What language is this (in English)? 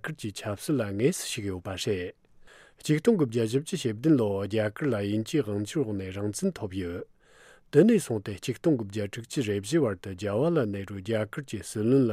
Tibetan